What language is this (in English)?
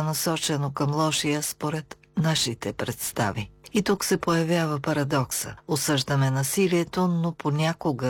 Bulgarian